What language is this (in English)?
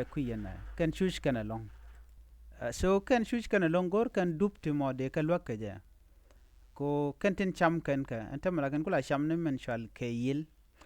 Nuer